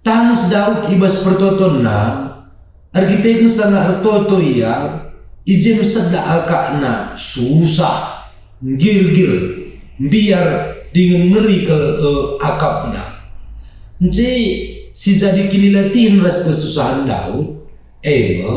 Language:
Batak Karo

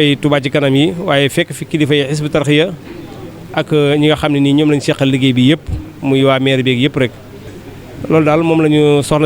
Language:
Wolof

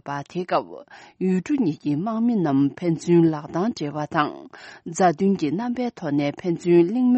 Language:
Tibetan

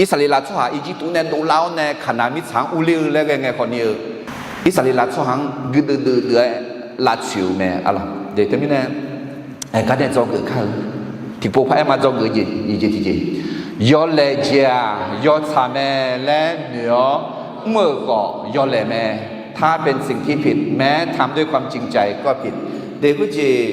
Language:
Akha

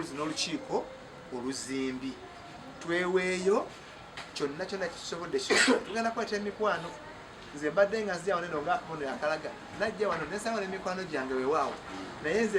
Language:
Ganda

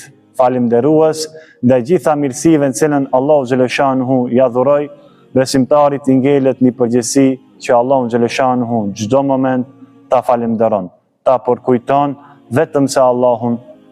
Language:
Albanian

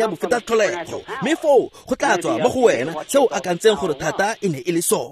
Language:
Tswana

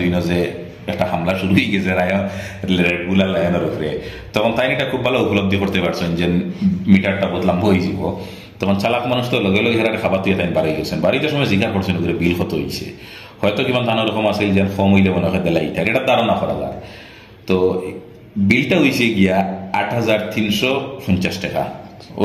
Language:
Sylheti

